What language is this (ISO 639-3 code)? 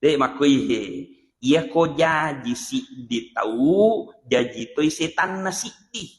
bug